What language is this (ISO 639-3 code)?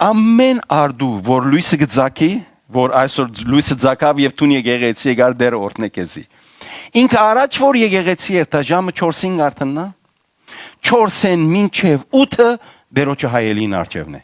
hyw